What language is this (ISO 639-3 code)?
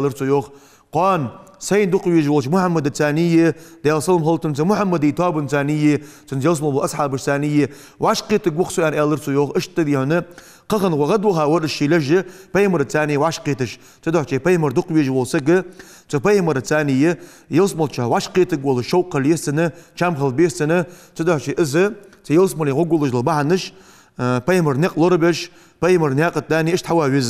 inh